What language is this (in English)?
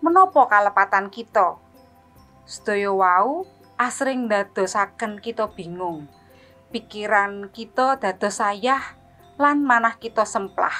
Javanese